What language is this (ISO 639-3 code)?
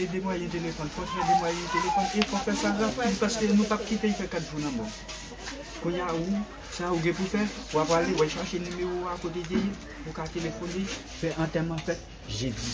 hat